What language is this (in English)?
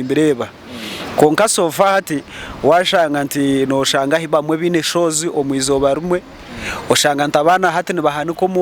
Nyankole